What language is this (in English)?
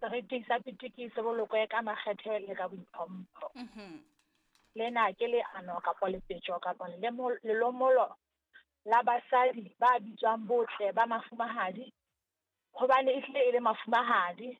Southern Sotho